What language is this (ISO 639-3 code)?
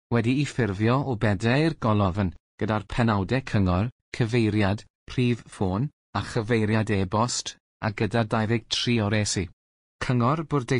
cym